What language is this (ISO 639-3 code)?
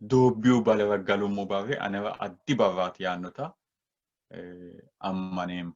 sid